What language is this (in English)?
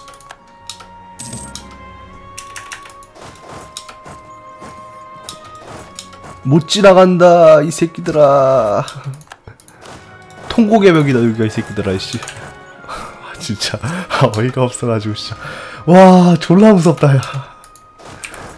Korean